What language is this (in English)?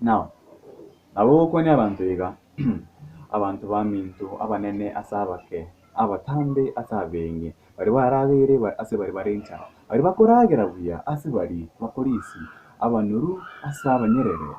Gusii